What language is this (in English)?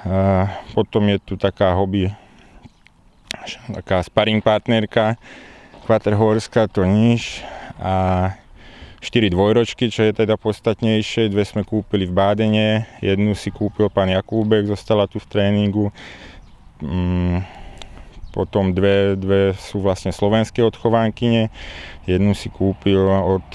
Slovak